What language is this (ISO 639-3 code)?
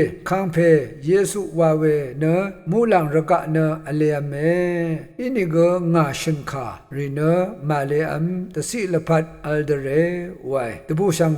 raw